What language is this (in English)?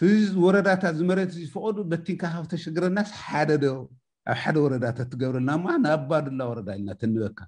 Tigrinya